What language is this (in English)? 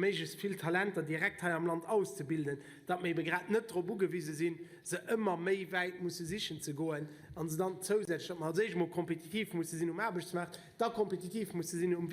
Luxembourgish